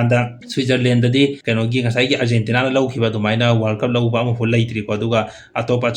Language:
Manipuri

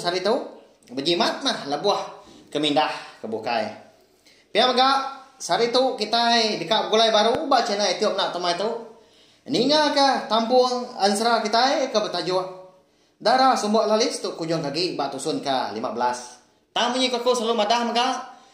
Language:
Iban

